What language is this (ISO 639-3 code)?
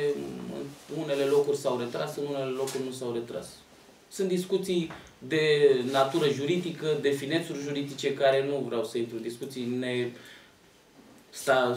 ron